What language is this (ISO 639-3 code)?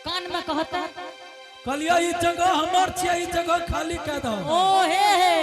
anp